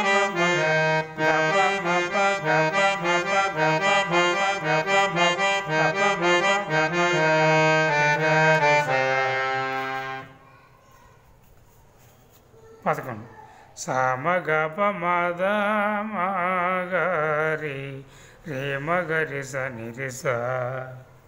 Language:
Telugu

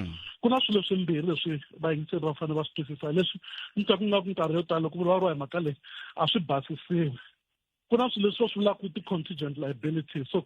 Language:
Tsonga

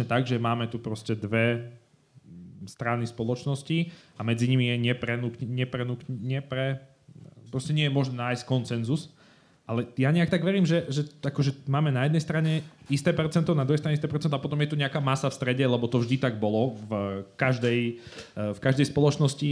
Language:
Slovak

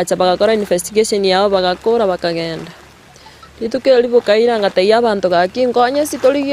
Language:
Gusii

